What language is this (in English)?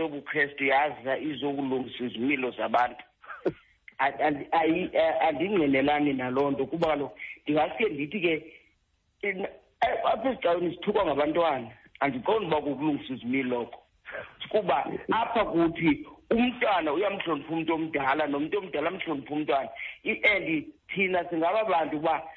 Xhosa